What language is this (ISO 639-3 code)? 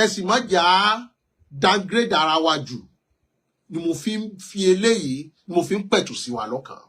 yor